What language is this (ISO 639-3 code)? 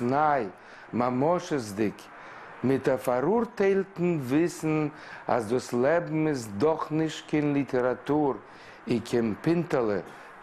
yid